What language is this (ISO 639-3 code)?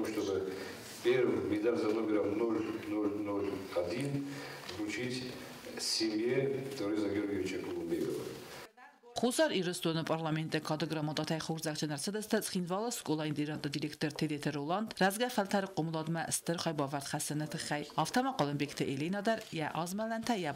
oss